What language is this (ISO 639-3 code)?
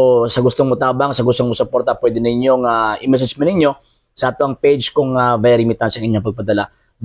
ceb